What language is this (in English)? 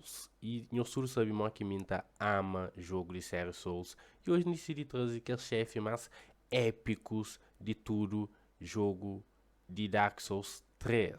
Kabuverdianu